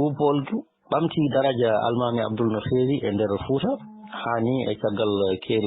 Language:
Fula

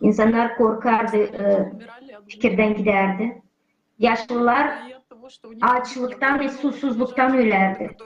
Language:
Gagauz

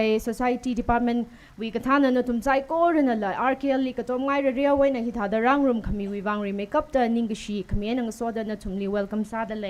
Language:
Tangkhul Naga (India)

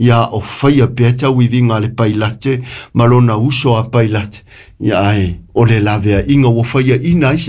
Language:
Samoan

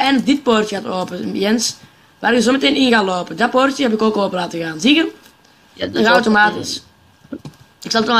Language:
Dutch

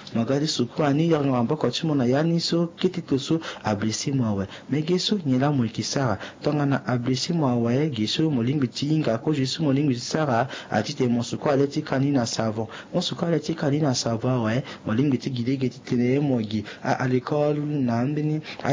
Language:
Sango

